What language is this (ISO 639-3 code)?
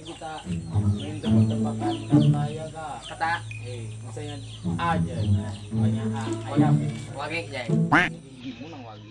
bjn